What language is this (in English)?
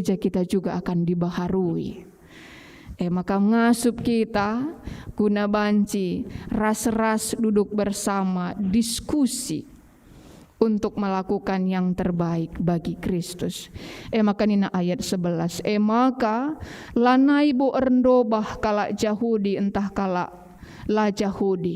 Batak Karo